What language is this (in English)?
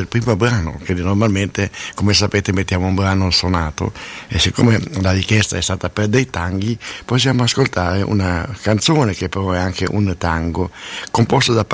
Italian